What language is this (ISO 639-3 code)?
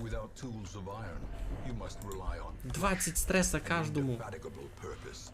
rue